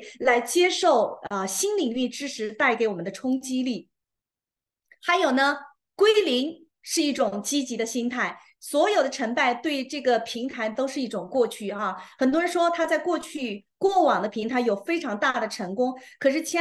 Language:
Chinese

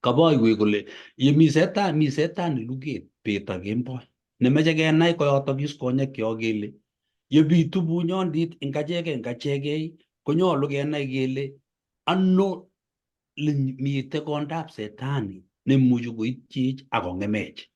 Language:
Kalenjin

